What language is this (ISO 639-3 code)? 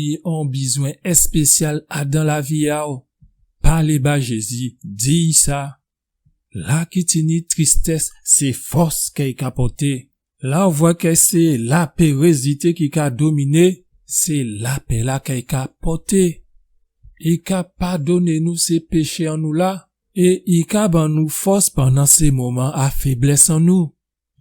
gcf